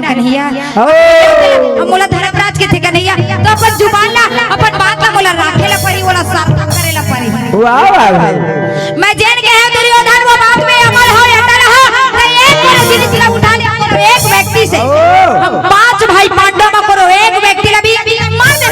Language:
Chhattisgarhi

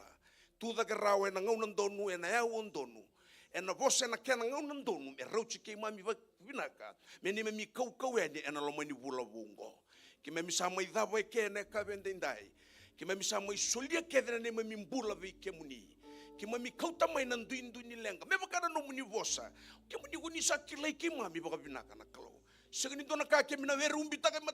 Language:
Fijian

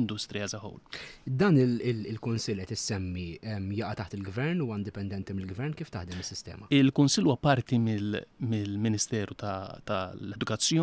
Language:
Maltese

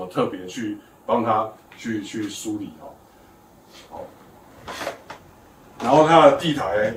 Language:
Chinese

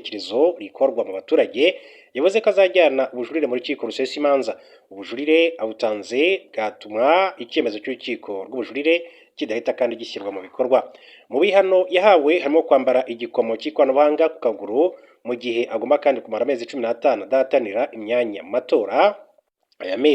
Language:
Kinyarwanda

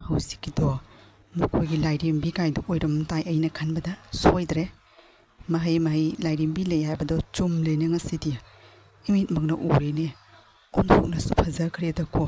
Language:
Manipuri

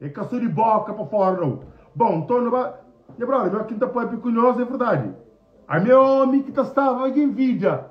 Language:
Kabuverdianu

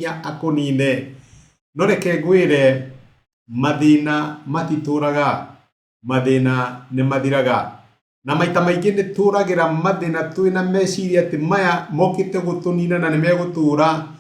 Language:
Kikuyu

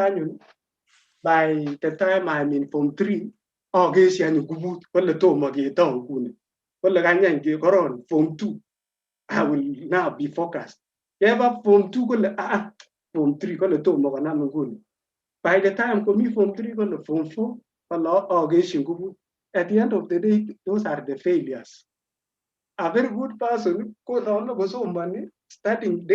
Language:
Kalenjin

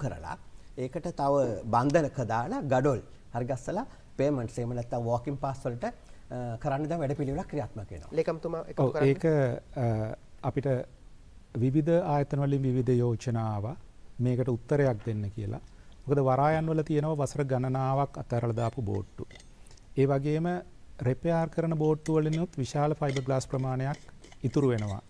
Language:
Sinhala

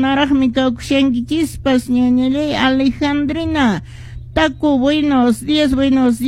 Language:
Quechua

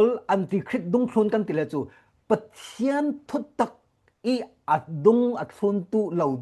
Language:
Falam Chin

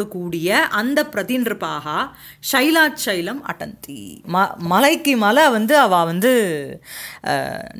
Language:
Tamil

